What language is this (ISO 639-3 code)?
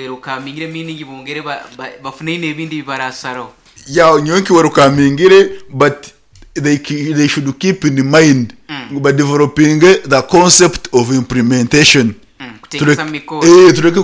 nyn